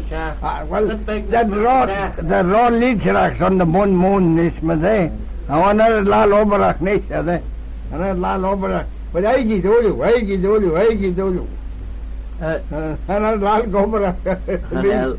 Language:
Manx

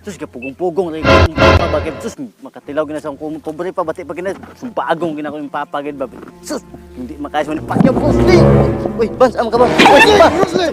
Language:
Cebuano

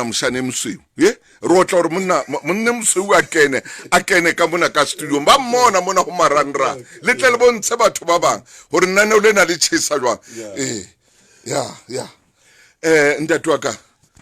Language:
Southern Sotho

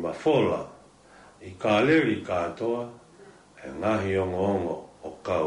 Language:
Tongan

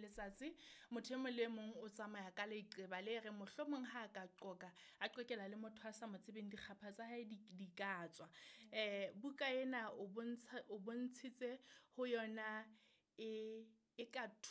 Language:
Southern Sotho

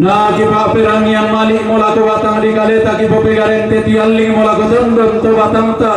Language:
Toraja-Sa'dan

